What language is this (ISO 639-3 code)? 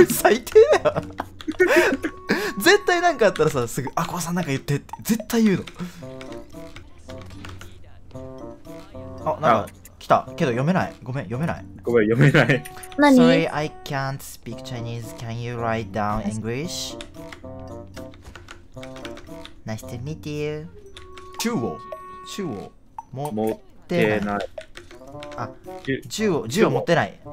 jpn